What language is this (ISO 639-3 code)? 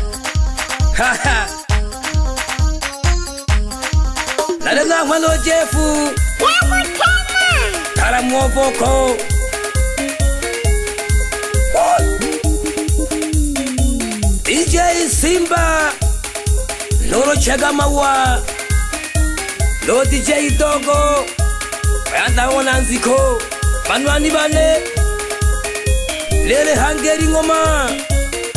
swa